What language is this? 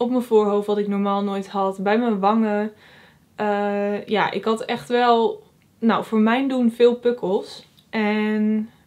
Dutch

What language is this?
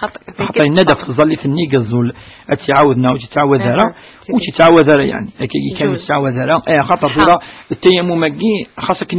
Kabyle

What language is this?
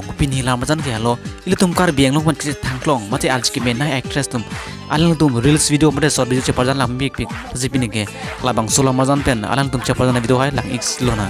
Karbi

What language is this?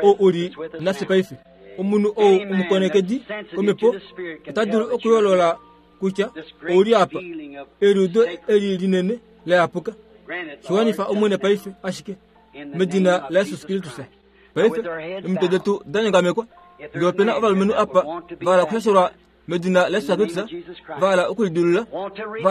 Kuanyama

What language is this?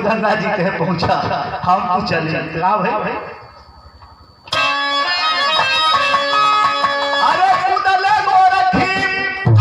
Bhojpuri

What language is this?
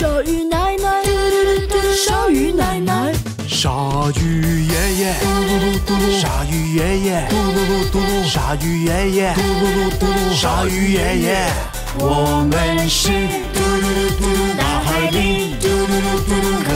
Chinese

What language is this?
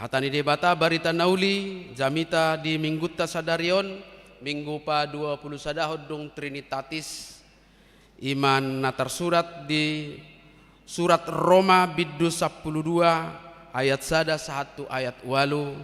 Batak Toba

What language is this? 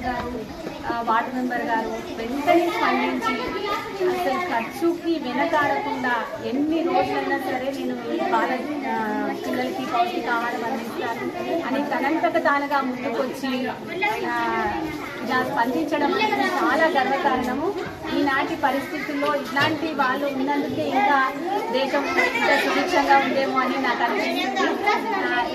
Telugu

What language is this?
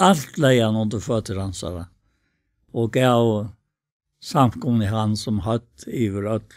Faroese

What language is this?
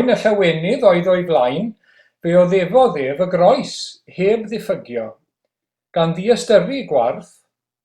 Welsh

